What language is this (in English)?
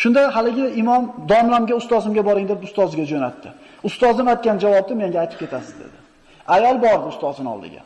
Uzbek